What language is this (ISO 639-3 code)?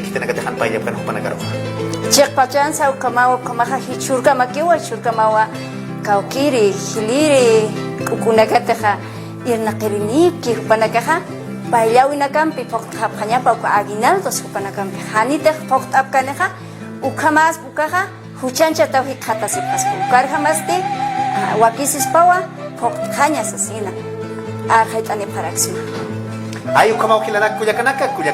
aym